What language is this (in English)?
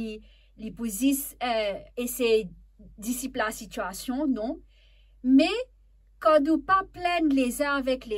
Morisyen